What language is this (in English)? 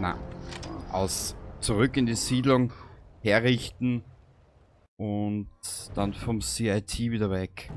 Bavarian